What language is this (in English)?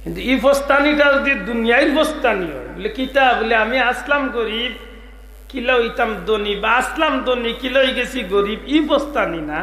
Sylheti